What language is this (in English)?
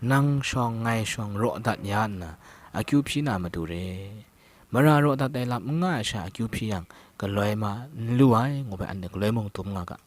Kachin